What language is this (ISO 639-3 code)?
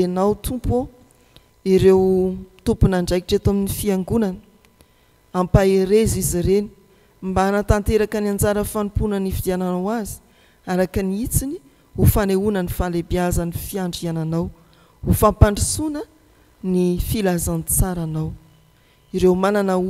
mlg